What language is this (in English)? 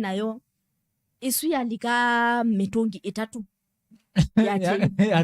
Kamba